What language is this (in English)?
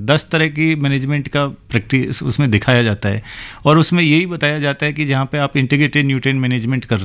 Hindi